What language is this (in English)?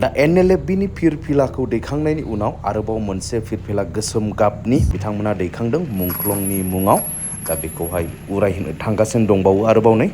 Bodo